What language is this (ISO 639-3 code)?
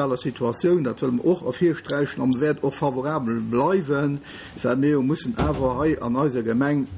ltz